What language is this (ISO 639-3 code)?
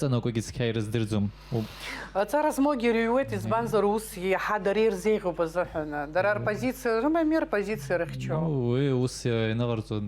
abk